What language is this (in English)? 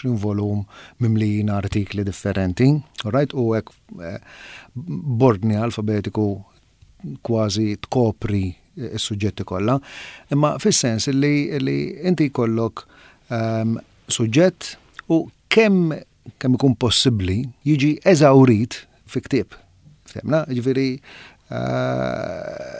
Maltese